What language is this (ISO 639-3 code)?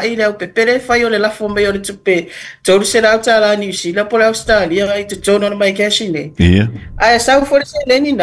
smo